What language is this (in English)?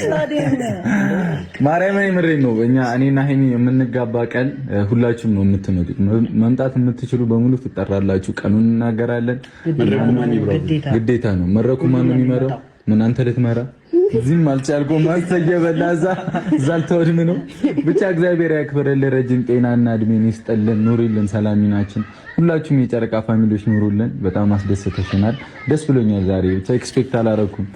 Amharic